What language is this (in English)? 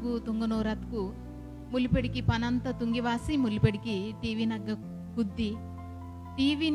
Koya